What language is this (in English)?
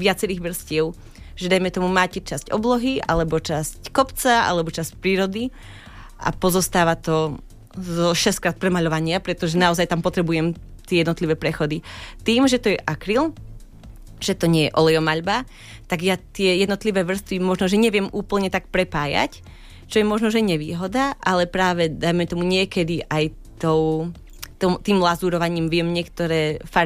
Slovak